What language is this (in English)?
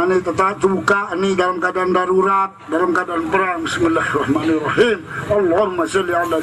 Sasak